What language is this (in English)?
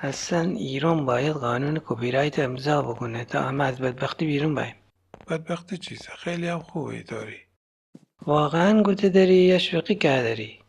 Gilaki